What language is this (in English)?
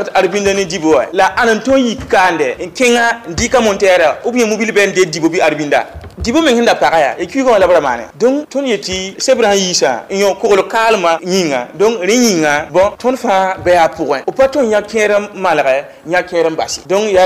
Mossi